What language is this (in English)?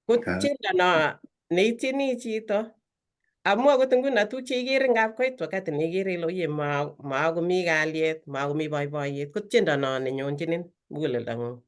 Kalenjin